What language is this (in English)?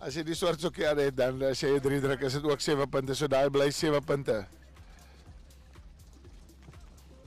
Afrikaans